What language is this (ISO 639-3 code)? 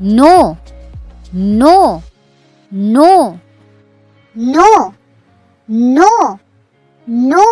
war